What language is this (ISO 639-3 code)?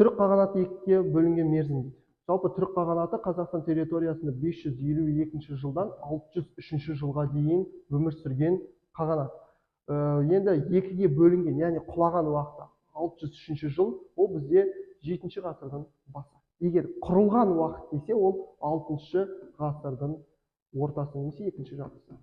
kaz